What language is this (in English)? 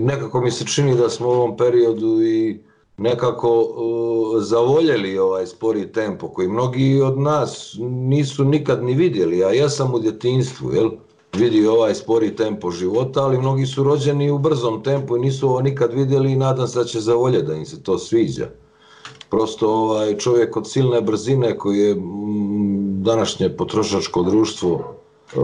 Croatian